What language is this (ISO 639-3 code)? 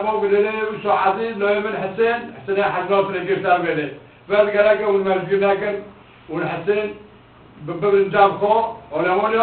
kur